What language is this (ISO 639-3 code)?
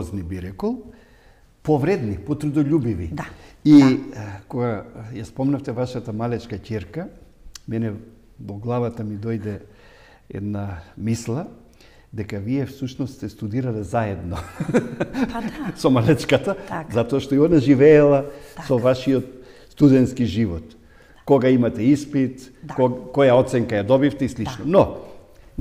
mkd